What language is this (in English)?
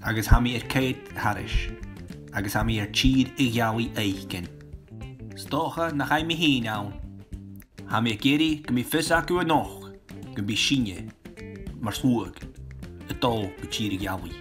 Scottish Gaelic